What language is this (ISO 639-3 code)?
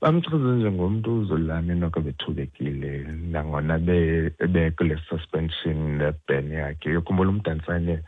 xho